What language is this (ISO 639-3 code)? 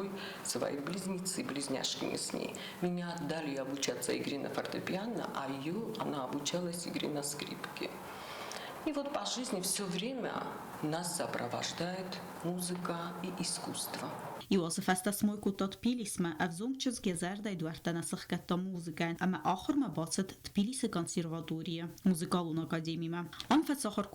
oss